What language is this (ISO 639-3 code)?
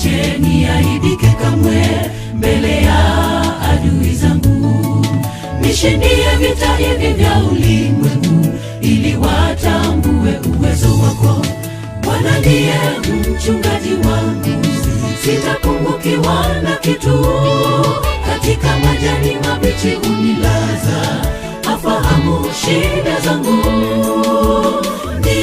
swa